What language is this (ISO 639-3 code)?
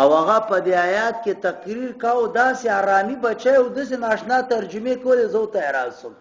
pus